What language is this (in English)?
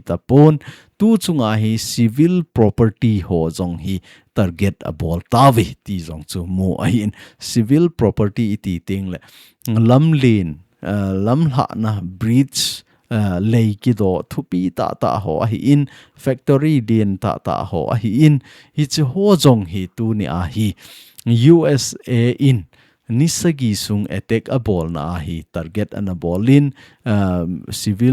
Thado Chin